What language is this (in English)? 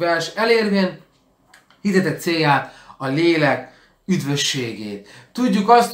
Hungarian